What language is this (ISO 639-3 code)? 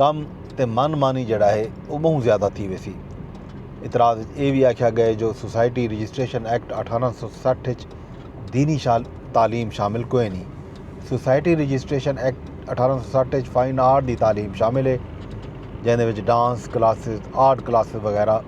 skr